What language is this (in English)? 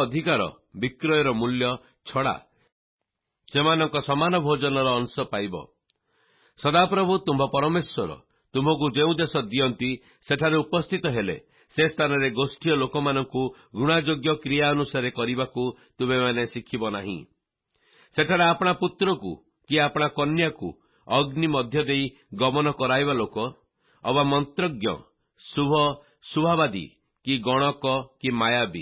Odia